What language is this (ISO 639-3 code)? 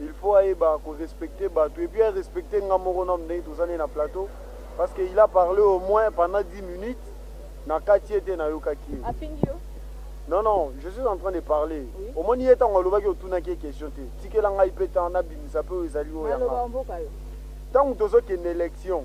lin